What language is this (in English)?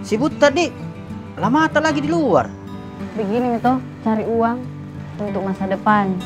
Makassar Malay